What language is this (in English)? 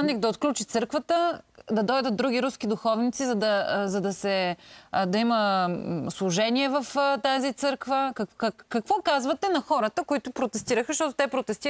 Bulgarian